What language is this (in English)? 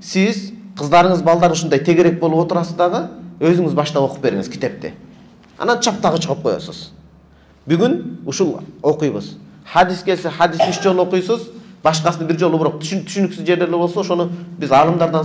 Kyrgyz